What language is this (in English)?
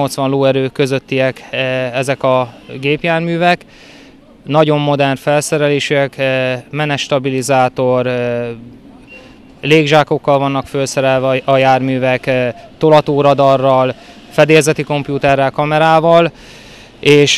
Hungarian